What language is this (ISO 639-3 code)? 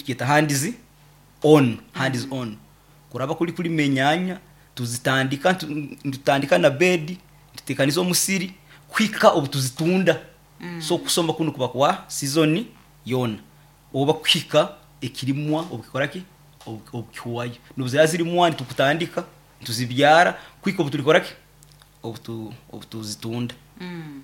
nyo